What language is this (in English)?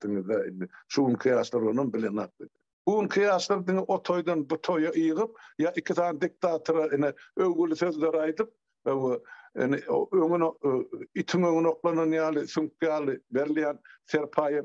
Turkmen